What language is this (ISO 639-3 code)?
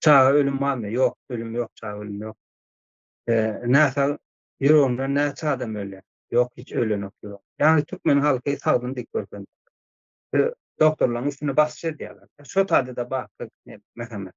tuk